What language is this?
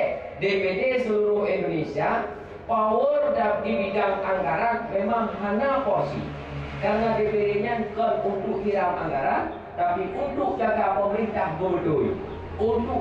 Achinese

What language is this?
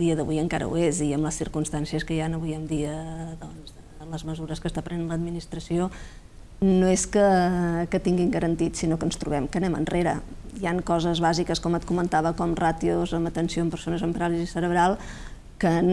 Catalan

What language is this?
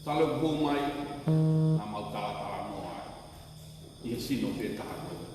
Tongan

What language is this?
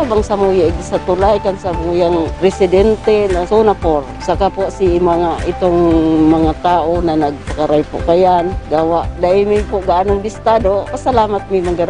Bikol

